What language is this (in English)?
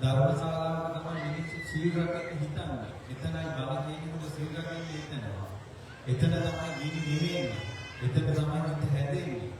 Sinhala